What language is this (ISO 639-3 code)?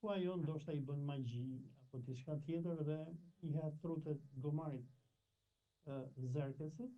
sqi